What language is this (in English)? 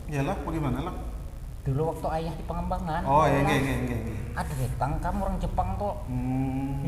Banjar